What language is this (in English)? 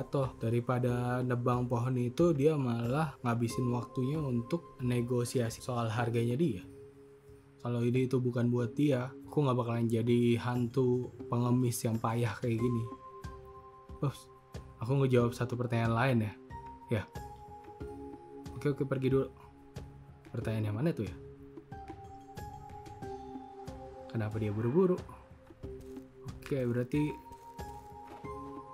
Indonesian